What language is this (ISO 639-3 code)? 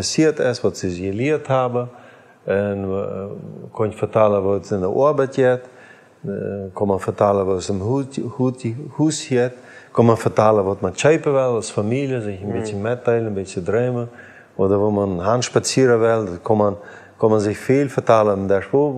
pdt